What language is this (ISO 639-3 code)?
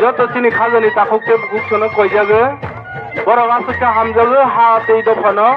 trp